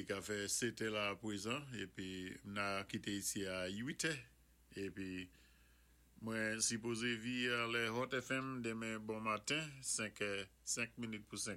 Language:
Saint Lucian Creole French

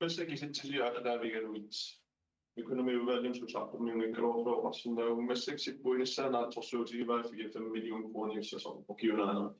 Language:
Kalaallisut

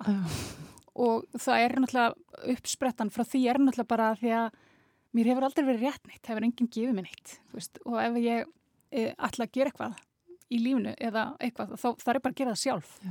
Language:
Icelandic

